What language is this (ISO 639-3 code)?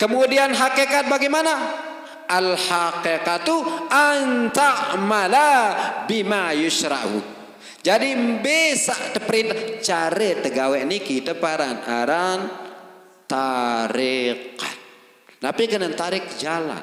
sas